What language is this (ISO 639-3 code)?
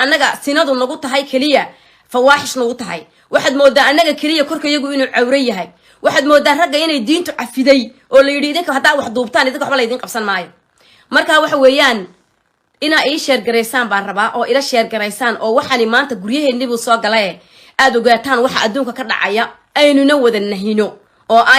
som